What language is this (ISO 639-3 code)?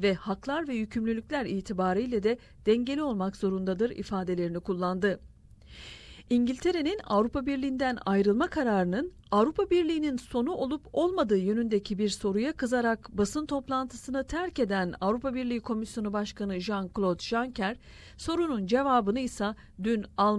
tur